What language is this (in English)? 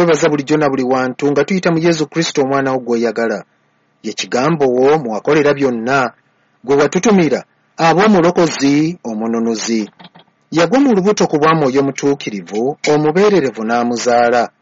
Ganda